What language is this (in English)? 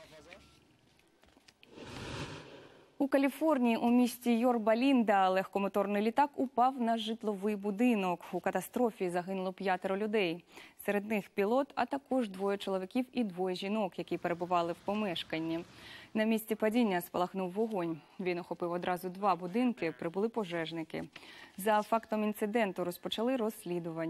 Ukrainian